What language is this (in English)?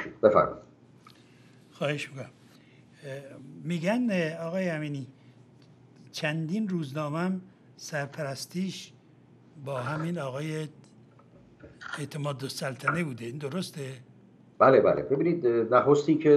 Persian